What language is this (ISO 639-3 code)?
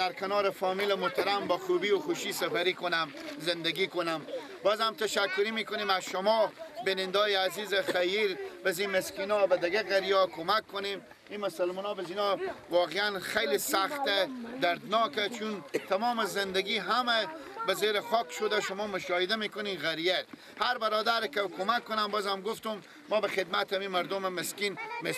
fas